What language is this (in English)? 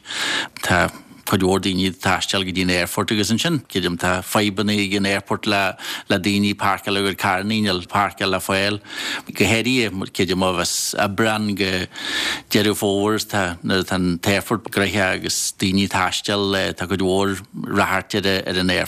Irish